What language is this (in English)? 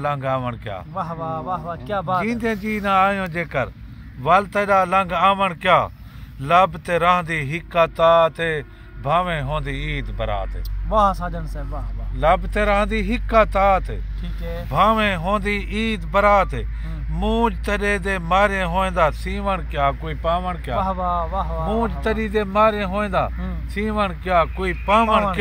Saraiki